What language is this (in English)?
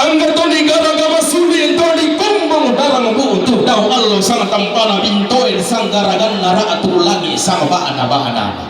Toraja-Sa'dan